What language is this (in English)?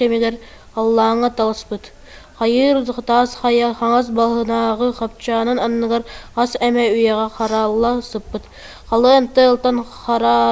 Yakut